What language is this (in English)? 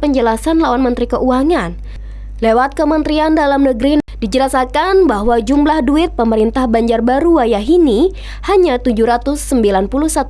Banjar